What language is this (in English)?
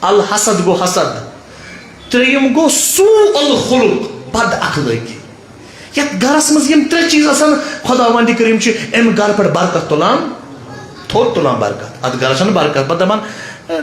Kashmiri